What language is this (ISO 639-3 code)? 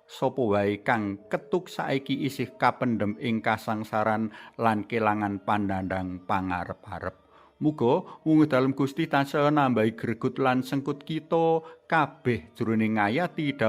jav